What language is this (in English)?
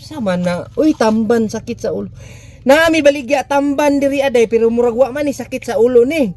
Cebuano